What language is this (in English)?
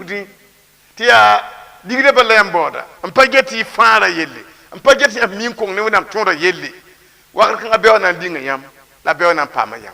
Mossi